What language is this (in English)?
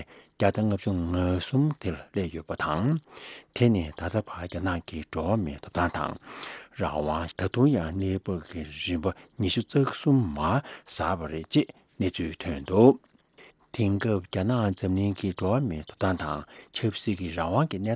Tibetan